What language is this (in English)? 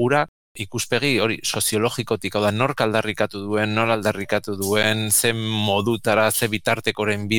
Basque